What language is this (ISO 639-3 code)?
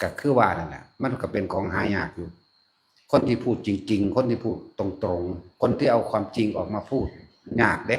tts